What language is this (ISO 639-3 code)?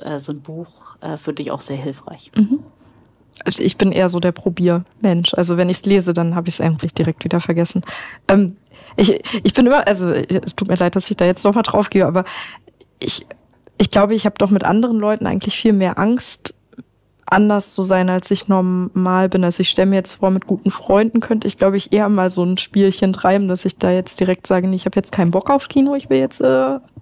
deu